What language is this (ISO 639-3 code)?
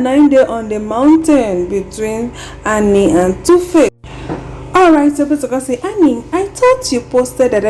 pcm